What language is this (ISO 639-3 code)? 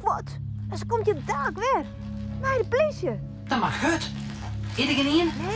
fry